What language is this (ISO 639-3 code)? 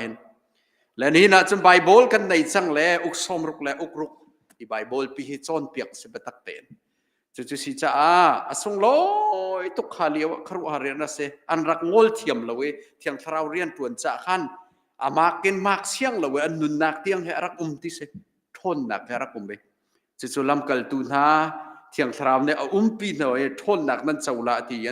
cnh